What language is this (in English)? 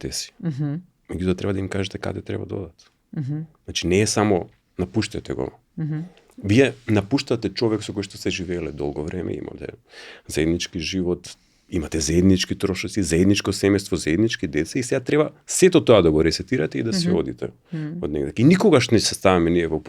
Macedonian